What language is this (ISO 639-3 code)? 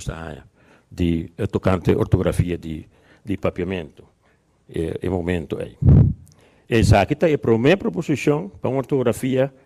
pap